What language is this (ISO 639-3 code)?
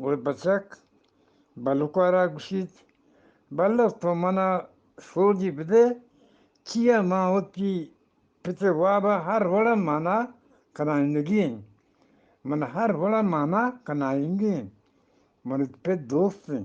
bgp